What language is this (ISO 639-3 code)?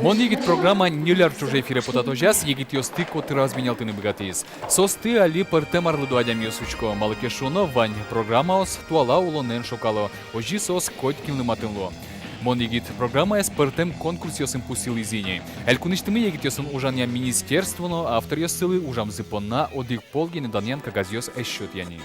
udm